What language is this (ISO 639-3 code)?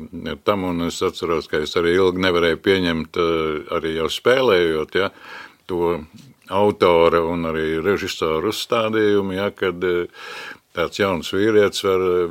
lav